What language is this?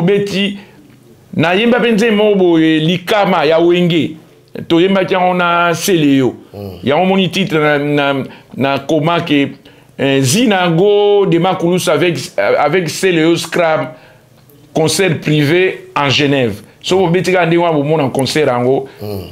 Lingala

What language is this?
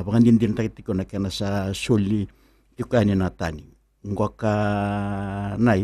Fijian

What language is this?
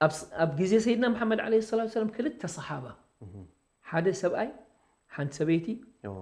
Tigrinya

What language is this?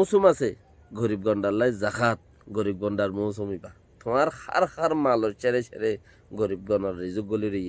Rohingya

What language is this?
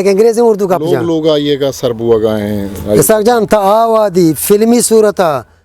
Eastern Balochi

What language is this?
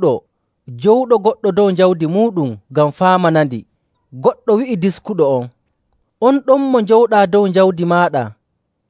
Nigerian Fulfulde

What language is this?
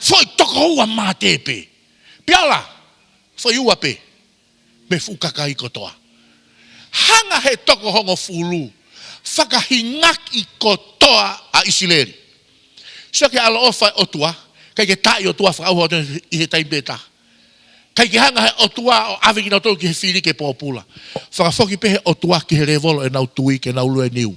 Tongan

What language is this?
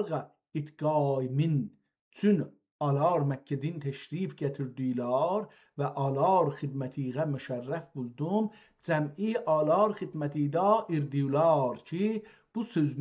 South Azerbaijani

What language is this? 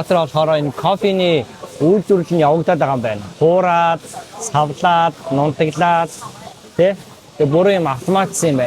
Mongolian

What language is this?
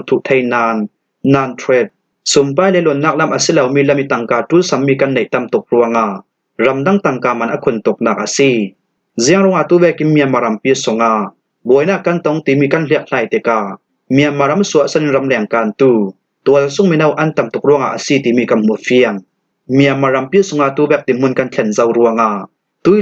Falam Chin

